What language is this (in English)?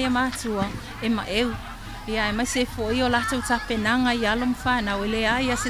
Samoan